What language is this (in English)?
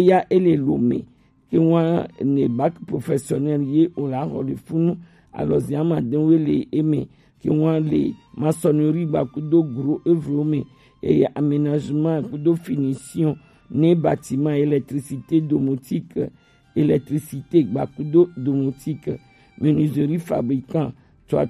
Gen